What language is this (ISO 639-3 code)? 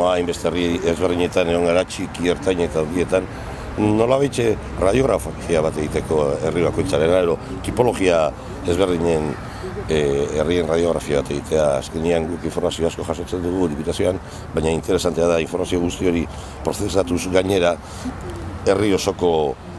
eus